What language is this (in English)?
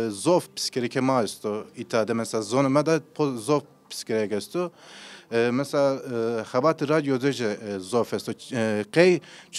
Zaza